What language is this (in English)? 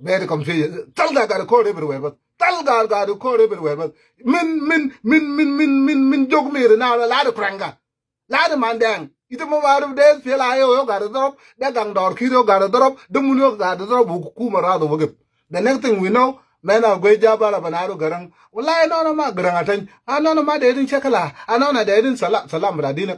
Nuer